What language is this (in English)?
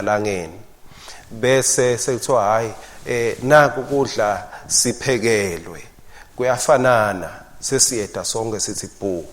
Swati